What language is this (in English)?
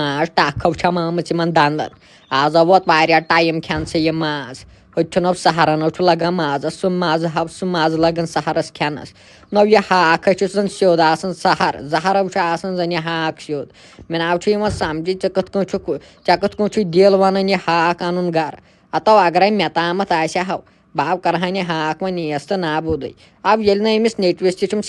Kashmiri